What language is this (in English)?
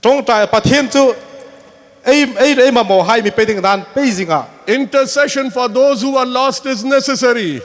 Hmar